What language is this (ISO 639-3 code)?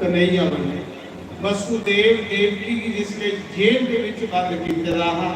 doi